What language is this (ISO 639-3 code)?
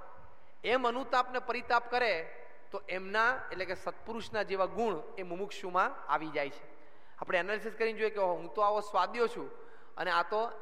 guj